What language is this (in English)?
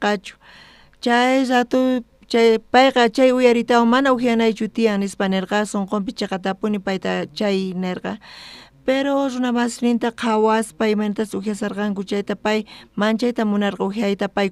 South Bolivian Quechua